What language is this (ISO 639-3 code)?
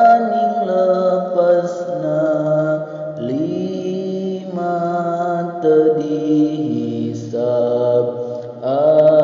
sun